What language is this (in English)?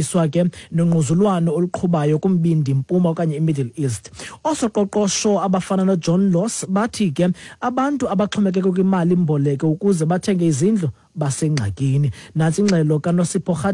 Xhosa